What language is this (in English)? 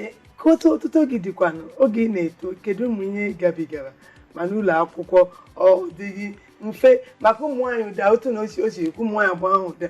Igbo